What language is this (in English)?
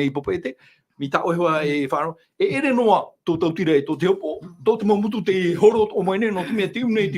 Tahitian